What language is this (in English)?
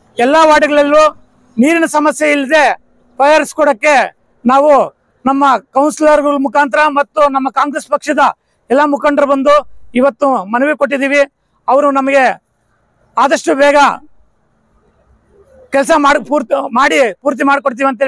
Kannada